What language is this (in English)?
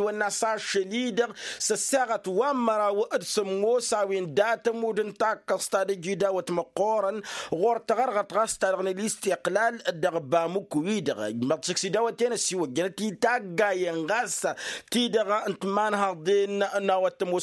Tamasheq